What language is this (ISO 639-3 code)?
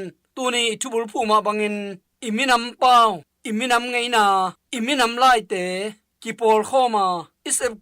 ctd